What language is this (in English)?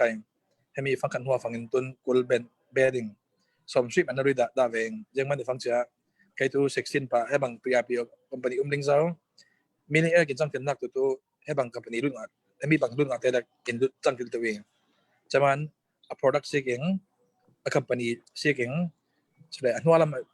Falam Chin